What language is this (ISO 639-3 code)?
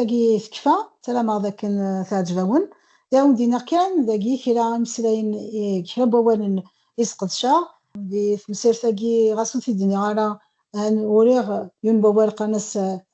kab